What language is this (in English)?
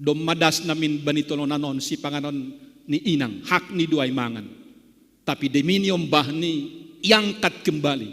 Batak Simalungun